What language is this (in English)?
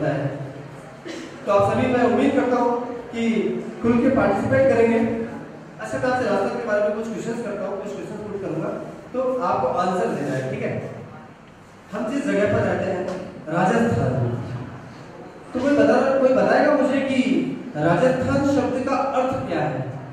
Hindi